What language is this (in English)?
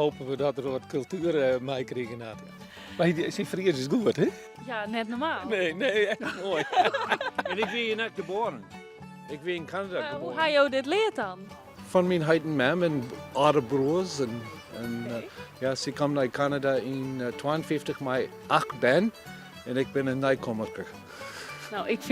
Western Frisian